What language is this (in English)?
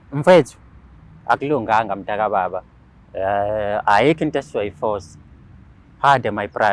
Zulu